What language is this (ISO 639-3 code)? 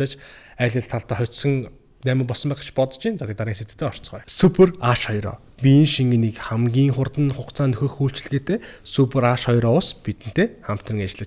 mon